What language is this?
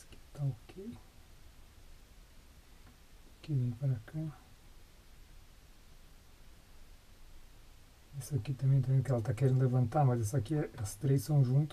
Portuguese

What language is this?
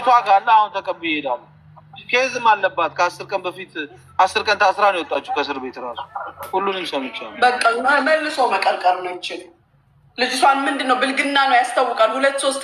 Amharic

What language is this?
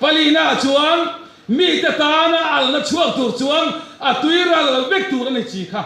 Mizo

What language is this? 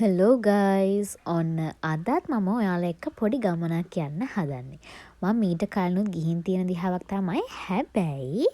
Sinhala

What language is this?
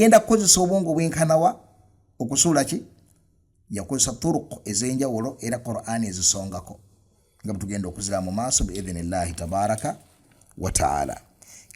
Ganda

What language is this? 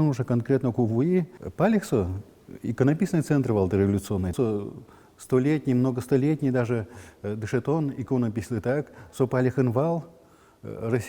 Udmurt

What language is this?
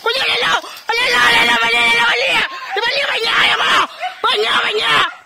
Minangkabau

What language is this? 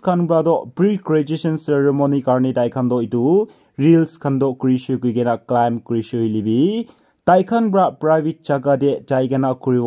Naga Pidgin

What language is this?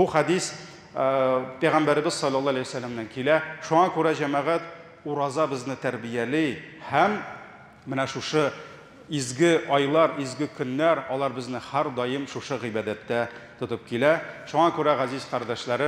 Tatar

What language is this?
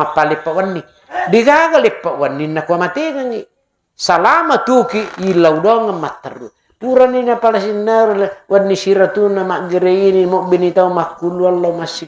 Buginese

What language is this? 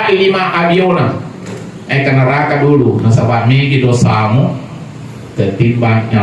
Buginese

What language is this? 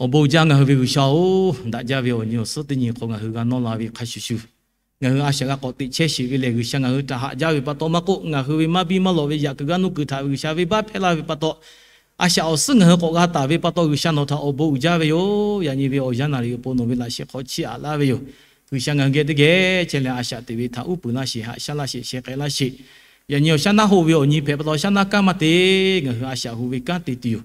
Lahu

